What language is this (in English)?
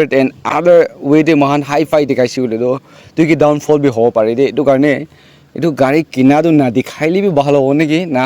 Naga Pidgin